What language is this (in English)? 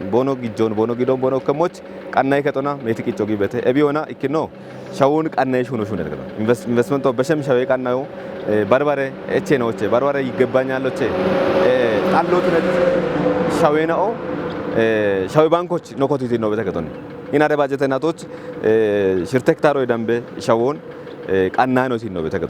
Kafa